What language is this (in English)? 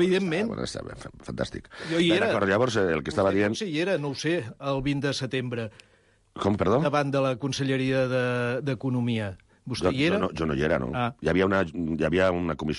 Catalan